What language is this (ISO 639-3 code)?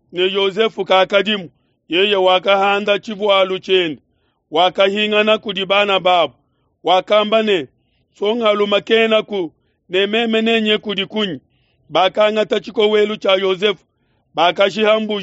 lua